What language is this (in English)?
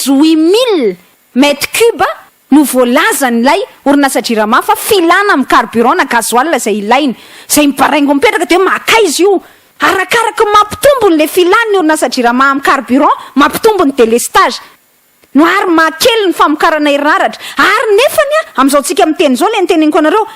Malagasy